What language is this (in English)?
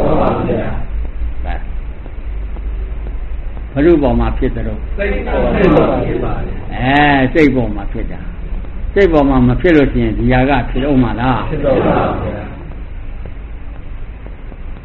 Burmese